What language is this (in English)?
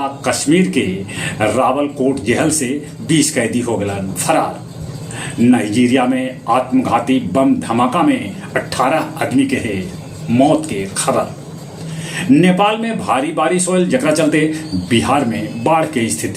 Magahi